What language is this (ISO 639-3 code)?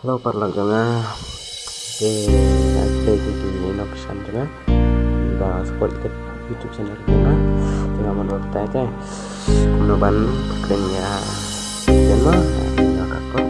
kha